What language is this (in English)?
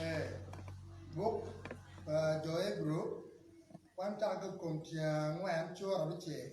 Acoli